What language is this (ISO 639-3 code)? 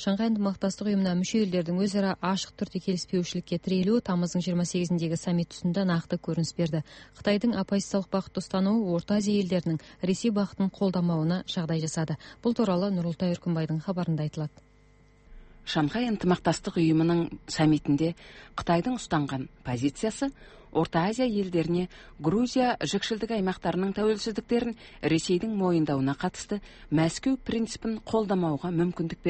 kaz